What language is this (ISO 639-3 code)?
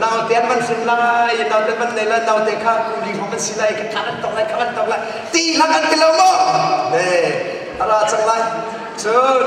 cnh